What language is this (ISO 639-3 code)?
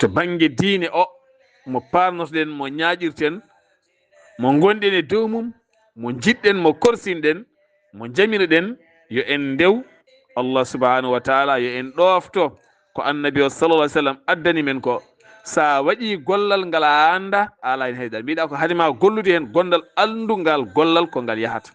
ful